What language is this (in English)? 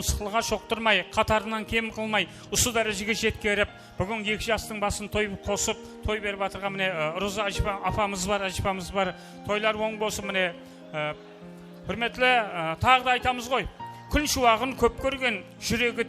Kara-Kalpak